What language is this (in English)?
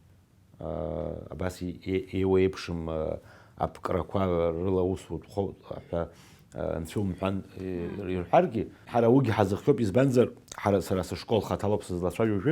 Abkhazian